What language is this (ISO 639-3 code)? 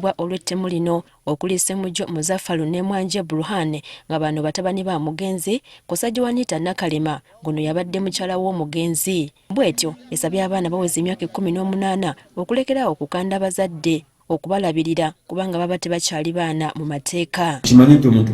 lug